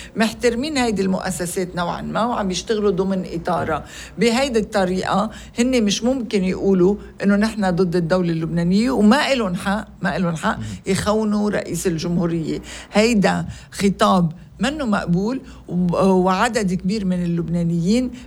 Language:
North Levantine Arabic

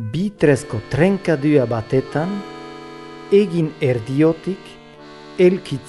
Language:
Basque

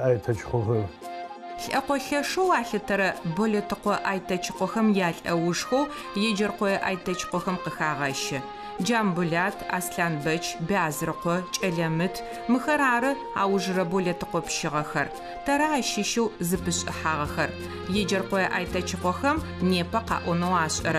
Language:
Adyghe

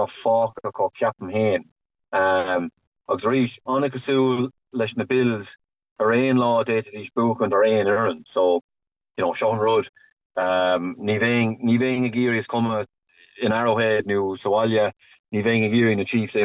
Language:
Irish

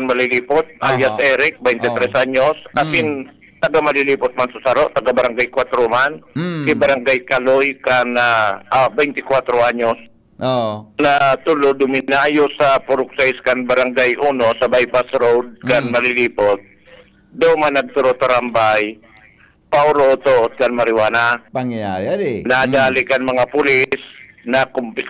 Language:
Bikol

